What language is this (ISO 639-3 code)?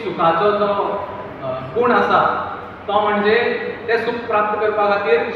kok